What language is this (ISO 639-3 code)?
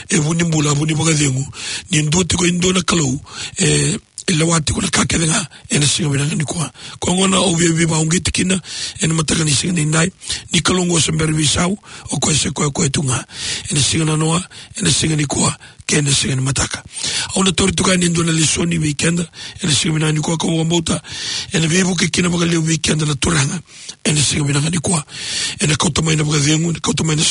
fij